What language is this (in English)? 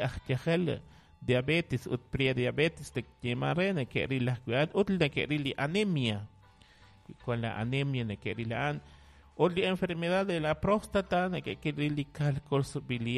Kekchí